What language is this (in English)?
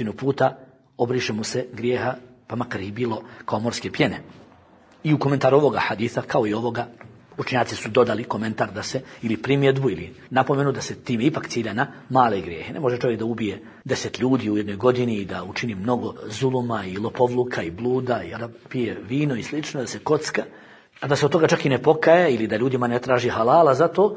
Bosnian